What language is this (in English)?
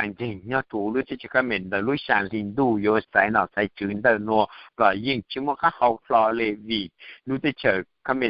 Hmong